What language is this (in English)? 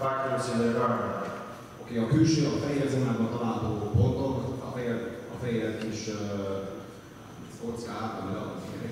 Hungarian